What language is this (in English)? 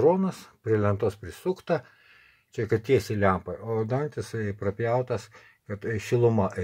Lithuanian